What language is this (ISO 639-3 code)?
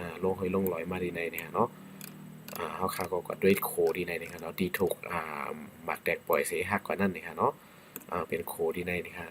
shn